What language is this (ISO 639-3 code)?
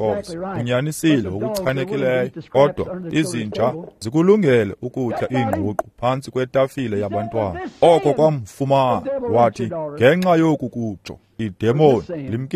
xho